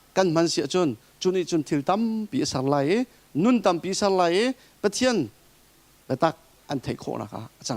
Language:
Hakha Chin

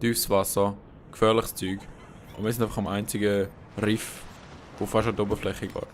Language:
Swiss German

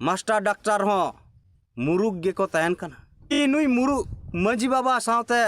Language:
Santali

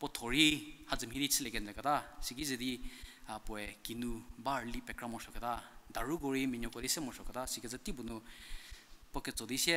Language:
Angami Naga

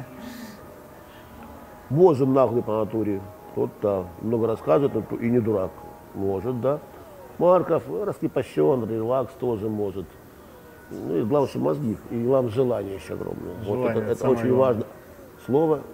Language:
Russian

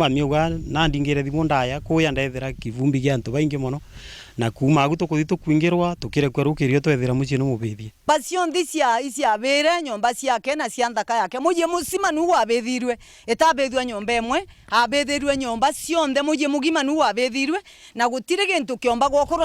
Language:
Meru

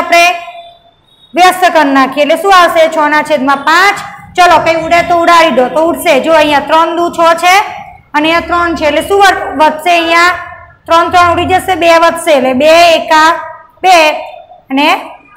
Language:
Gujarati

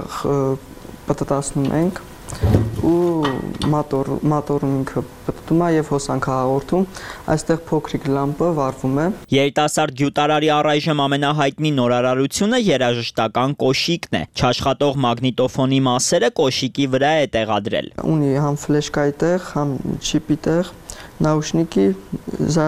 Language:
Armenian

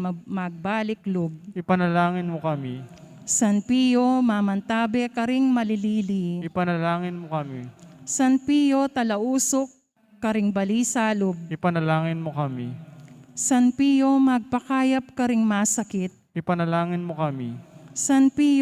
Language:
Pampanga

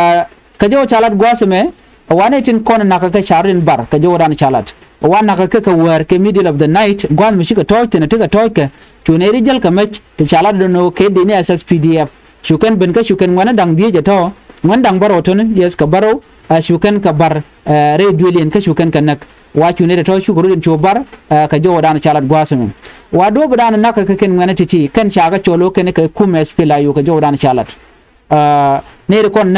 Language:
Nuer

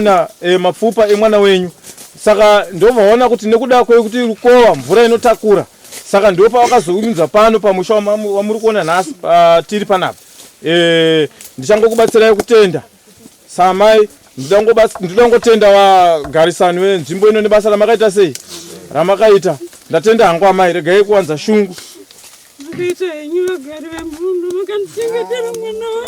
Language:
Shona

